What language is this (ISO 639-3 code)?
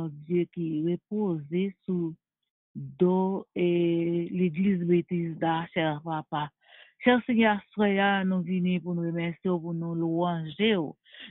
fra